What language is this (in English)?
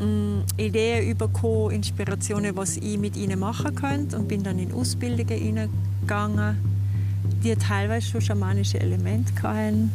Swiss German